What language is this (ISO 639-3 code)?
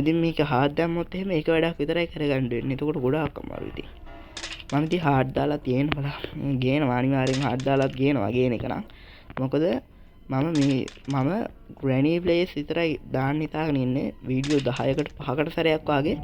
sin